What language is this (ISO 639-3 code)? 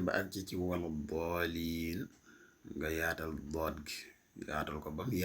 wol